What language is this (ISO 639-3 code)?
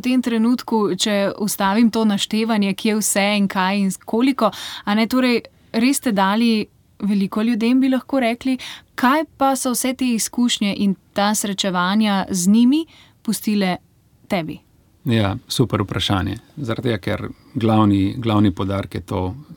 slv